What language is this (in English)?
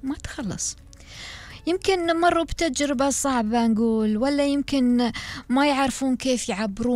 Gulf Arabic